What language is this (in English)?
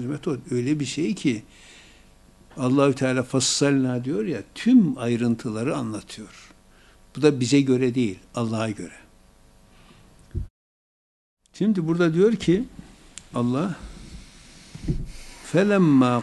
Turkish